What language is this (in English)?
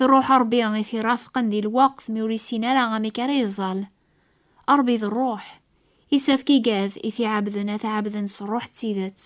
Kabyle